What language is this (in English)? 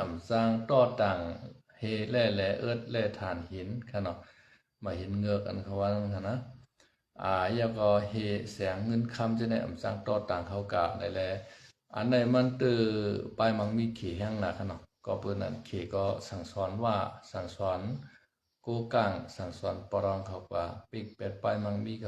Shan